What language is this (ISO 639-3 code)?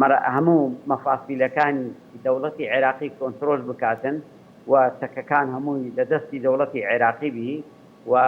ckb